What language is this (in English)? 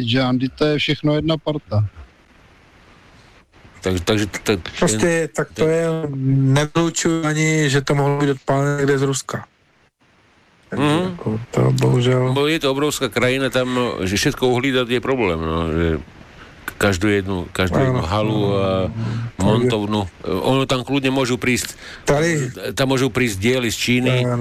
Slovak